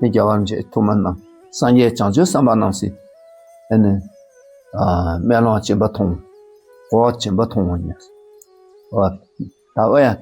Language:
Dakpakha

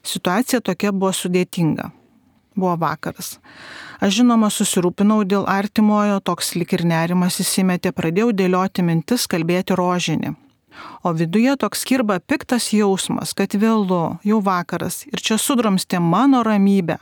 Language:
Lithuanian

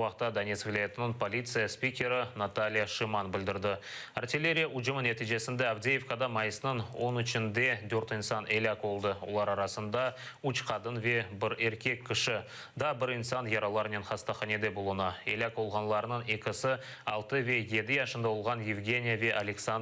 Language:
Crimean Tatar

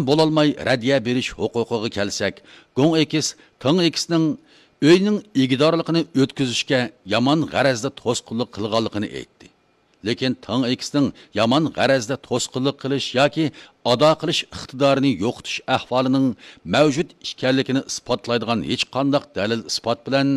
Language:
Uyghur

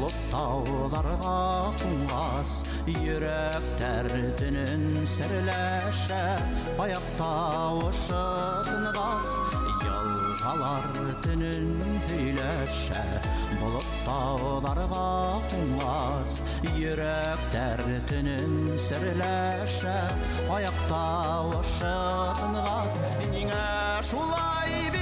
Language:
Bashkir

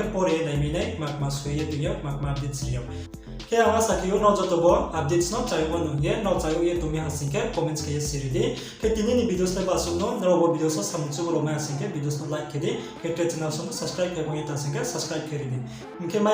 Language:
Riang (India)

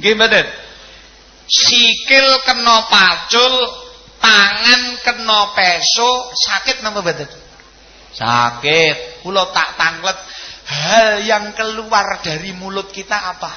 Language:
Javanese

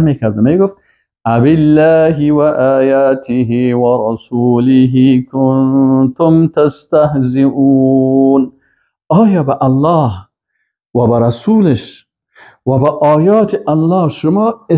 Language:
Persian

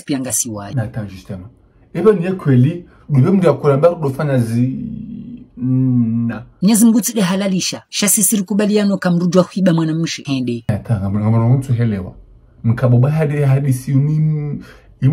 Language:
Ngazidja Comorian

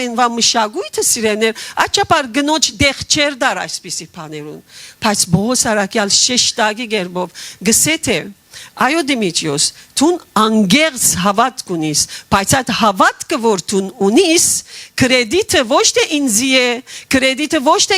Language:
Western Armenian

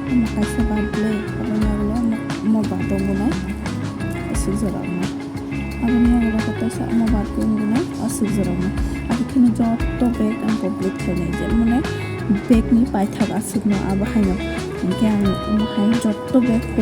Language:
Kok Borok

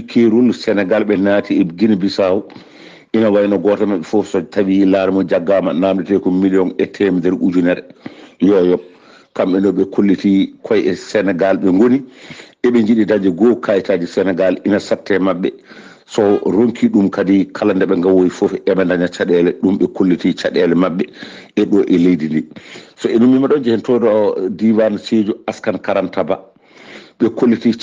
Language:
Fula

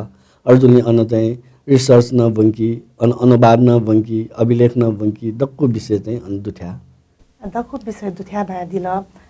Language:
Newari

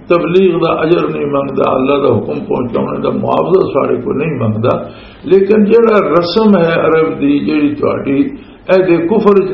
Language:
Western Panjabi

